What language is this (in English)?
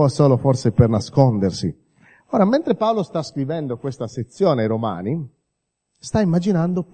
Italian